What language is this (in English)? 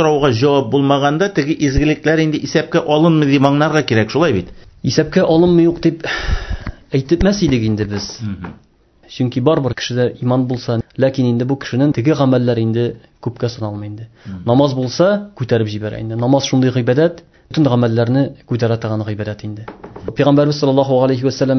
Tatar